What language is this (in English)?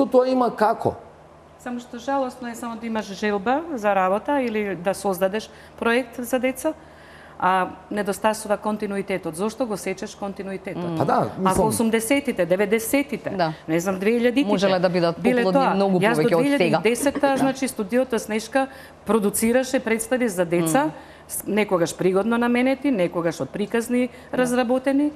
Macedonian